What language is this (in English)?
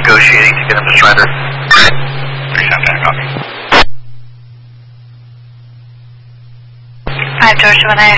English